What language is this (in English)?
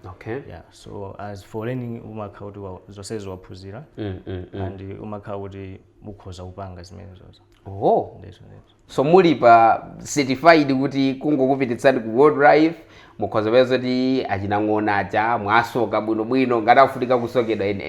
Nyanja